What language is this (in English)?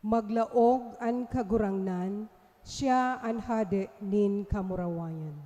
Bikol